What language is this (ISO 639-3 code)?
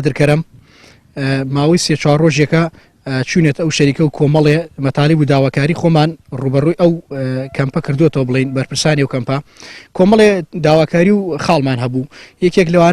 ckb